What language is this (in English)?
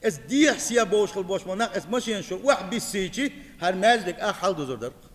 Chechen